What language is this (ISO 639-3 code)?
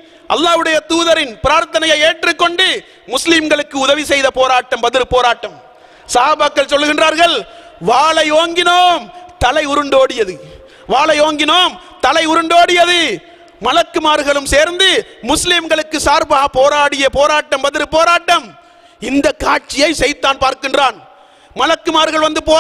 tam